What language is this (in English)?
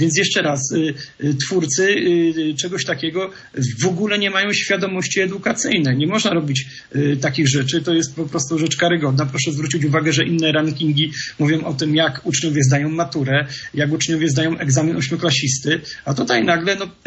Polish